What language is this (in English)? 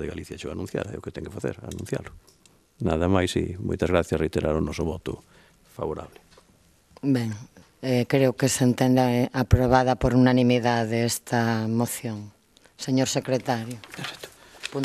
Galician